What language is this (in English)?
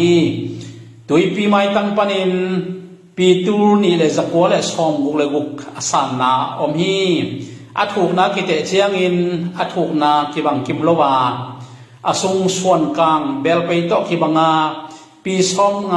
Tedim Chin